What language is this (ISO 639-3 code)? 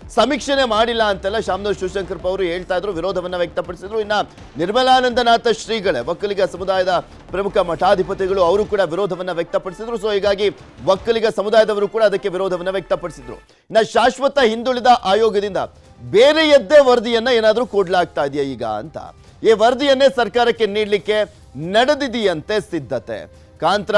kan